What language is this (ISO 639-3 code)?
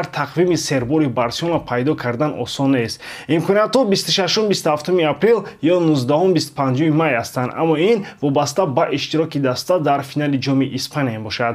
tgk